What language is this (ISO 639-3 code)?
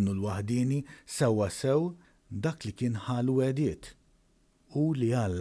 mlt